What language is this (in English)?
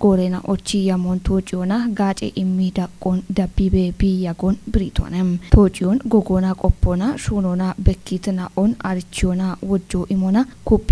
Kafa